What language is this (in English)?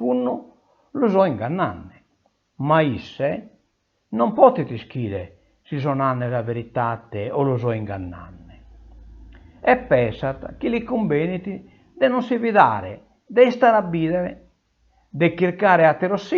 Sardinian